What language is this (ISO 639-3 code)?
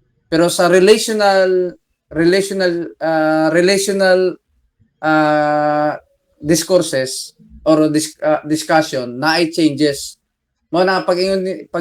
ceb